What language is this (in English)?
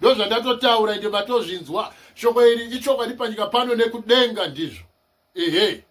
Shona